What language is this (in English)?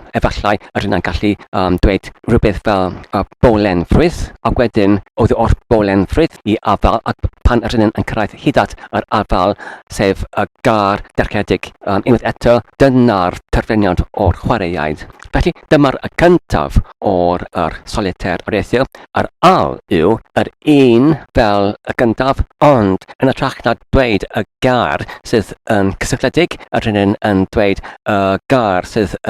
Welsh